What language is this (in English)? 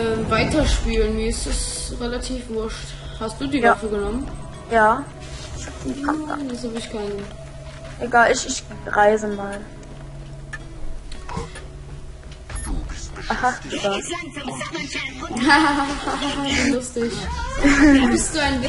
German